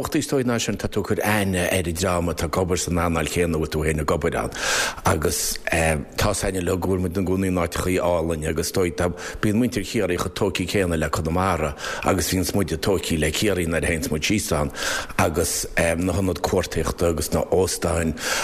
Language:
Irish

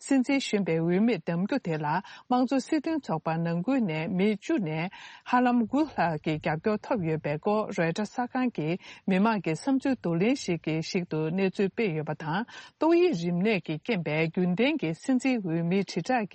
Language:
Tibetan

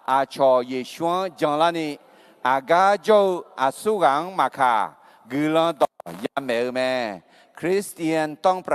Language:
Akha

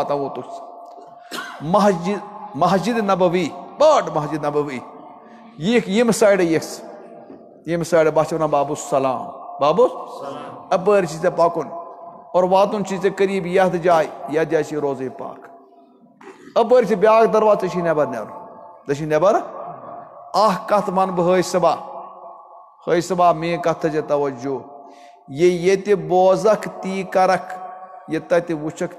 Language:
Kashmiri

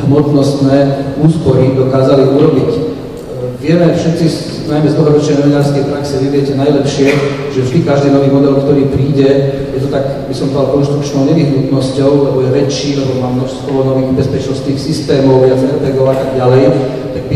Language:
Slovak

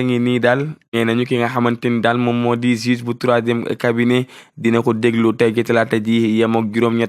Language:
Wolof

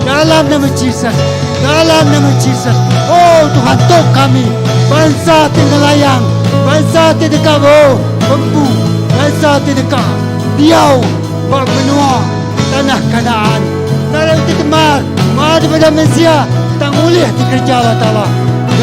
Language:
Iban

